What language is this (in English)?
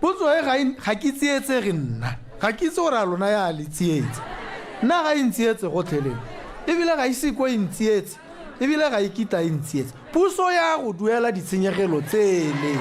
Tswana